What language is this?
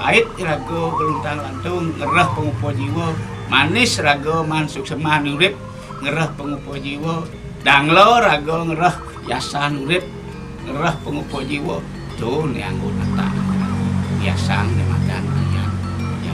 Balinese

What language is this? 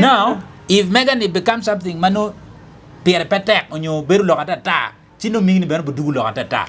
Acoli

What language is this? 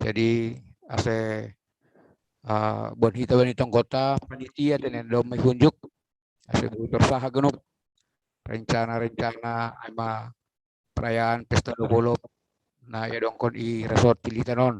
Batak Simalungun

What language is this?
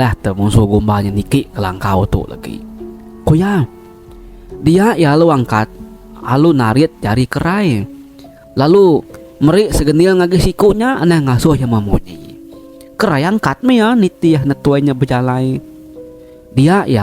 Iban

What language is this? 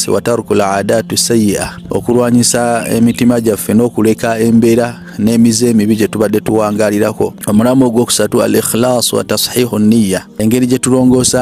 Ganda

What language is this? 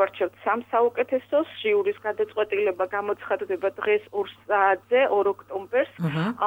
Georgian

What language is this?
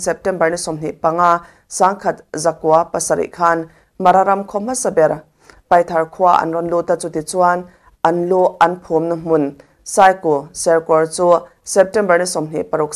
Mizo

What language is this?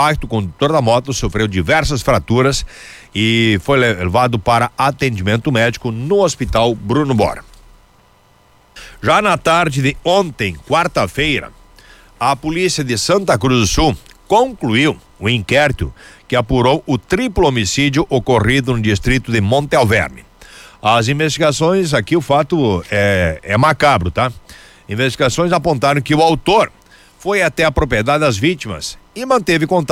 Portuguese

